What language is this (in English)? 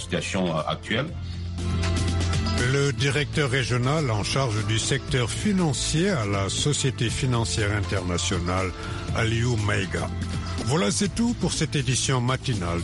French